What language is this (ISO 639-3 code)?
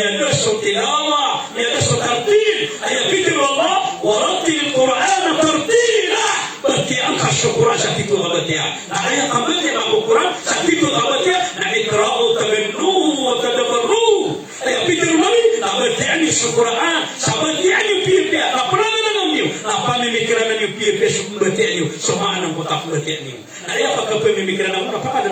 mrw